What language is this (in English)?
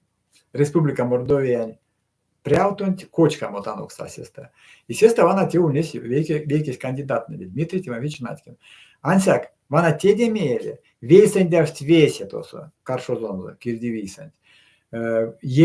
Erzya